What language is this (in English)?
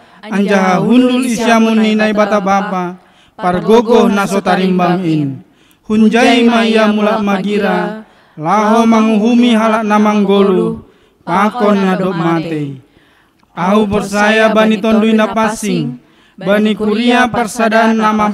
Batak Simalungun